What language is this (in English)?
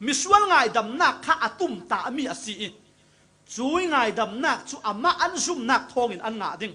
Falam Chin